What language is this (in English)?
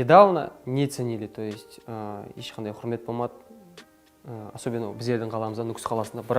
Kara-Kalpak